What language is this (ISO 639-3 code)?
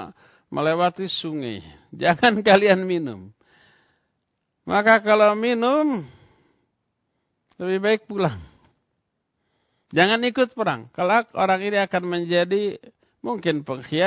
ind